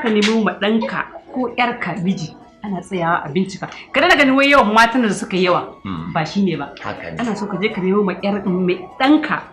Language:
Hausa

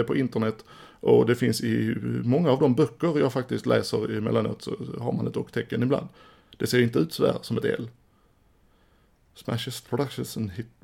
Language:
Swedish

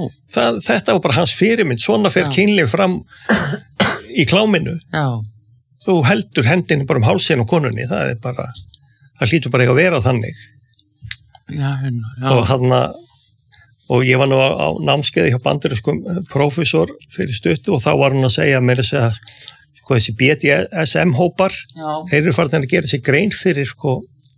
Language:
Icelandic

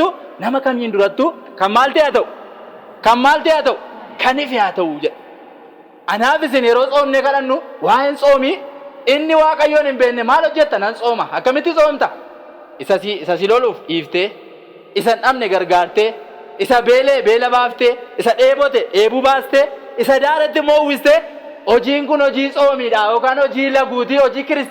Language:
Oromo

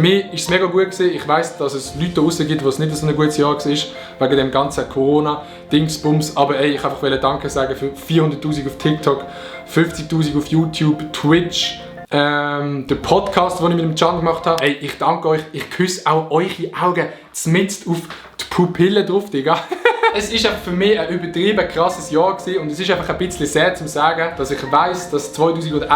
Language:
Swiss German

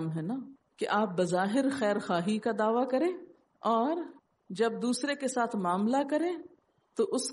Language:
Urdu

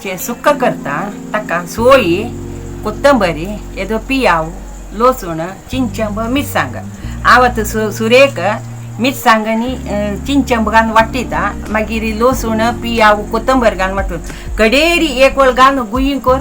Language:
Konkani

